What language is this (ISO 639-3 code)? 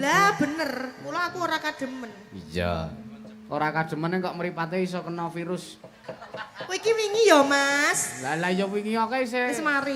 jav